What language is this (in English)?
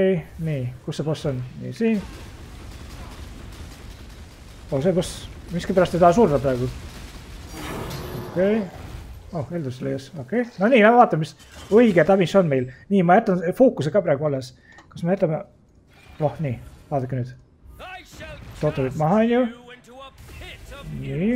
Estonian